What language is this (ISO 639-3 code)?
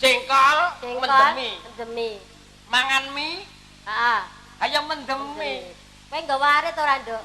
jav